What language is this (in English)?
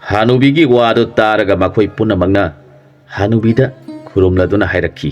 Manipuri